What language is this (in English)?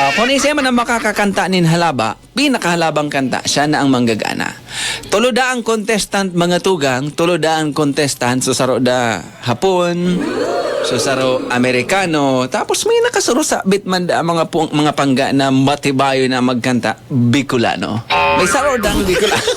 Bikol